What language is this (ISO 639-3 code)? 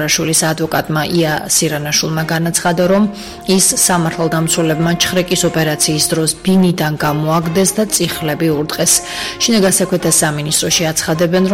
kat